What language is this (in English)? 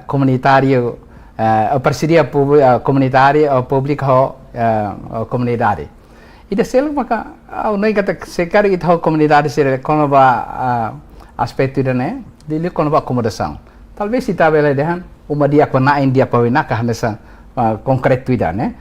Tetum